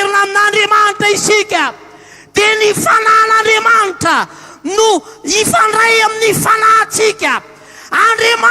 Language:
Malagasy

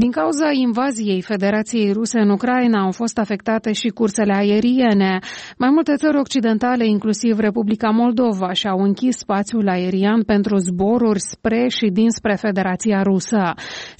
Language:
Romanian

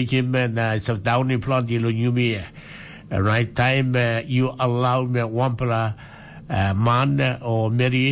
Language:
Tok Pisin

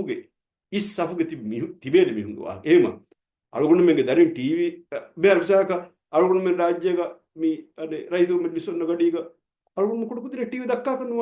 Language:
Divehi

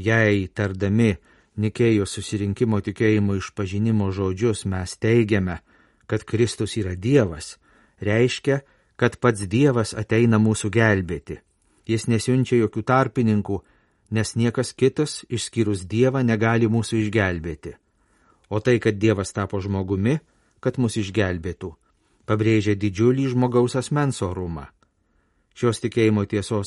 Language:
Lithuanian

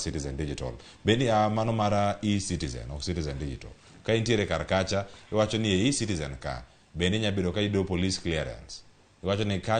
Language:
Luo (Kenya and Tanzania)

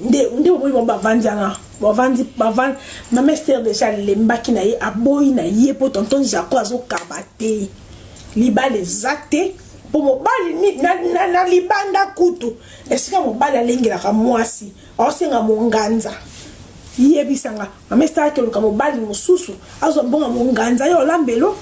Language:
Lingala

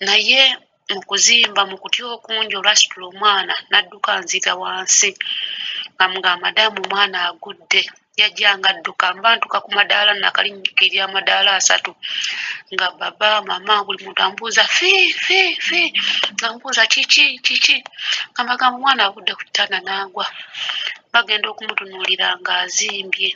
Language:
Ganda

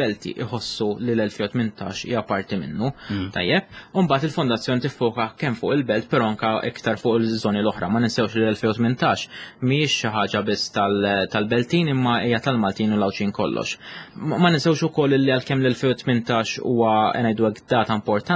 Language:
Maltese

